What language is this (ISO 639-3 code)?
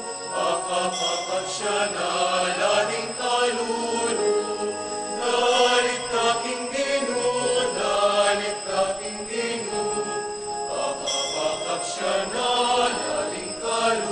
pam